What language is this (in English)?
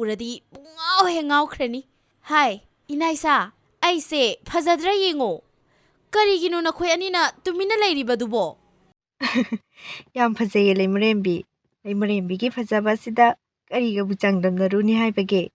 Manipuri